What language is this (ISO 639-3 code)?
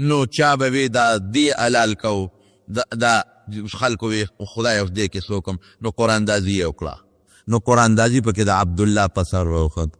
pus